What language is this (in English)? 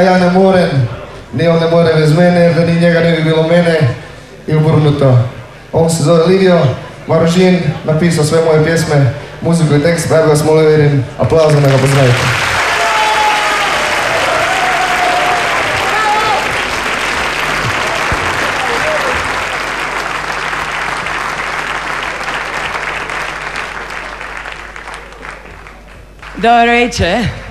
Croatian